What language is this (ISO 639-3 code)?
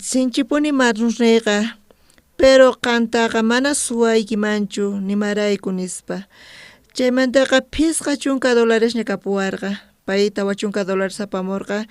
quh